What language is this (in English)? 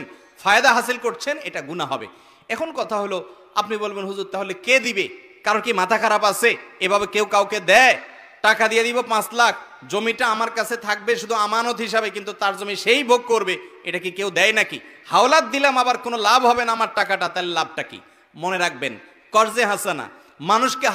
Bangla